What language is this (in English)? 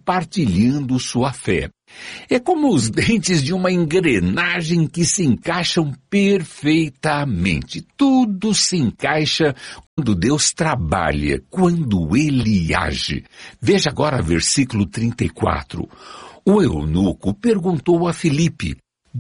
Portuguese